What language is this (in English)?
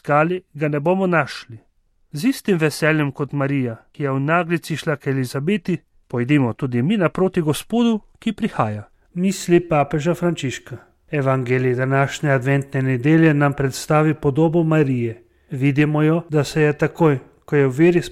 Slovenian